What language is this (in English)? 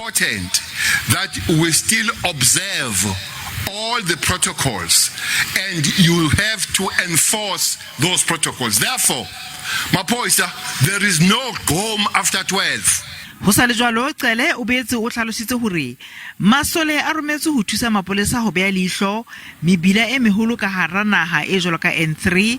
Southern Sotho